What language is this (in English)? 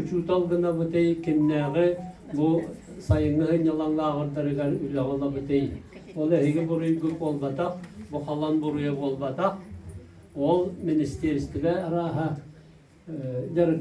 Yakut